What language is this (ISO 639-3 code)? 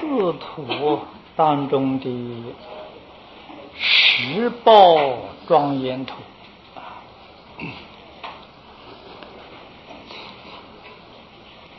zho